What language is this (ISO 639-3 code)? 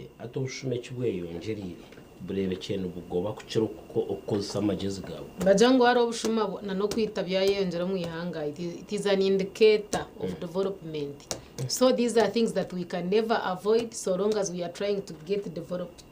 nyn